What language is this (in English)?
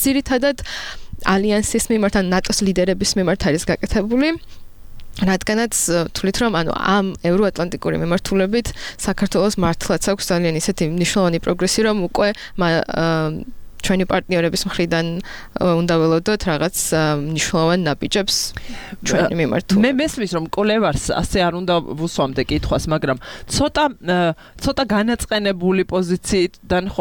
Georgian